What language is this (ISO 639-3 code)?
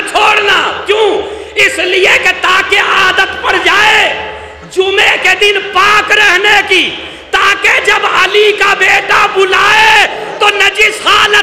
urd